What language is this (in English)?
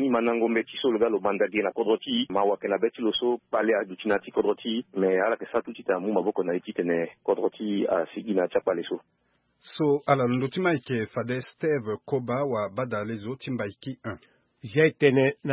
Sango